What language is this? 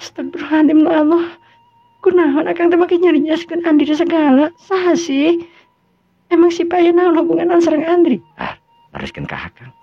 Sundanese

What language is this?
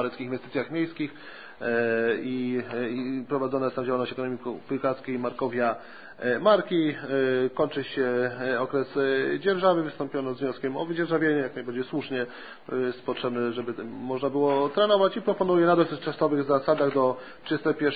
Polish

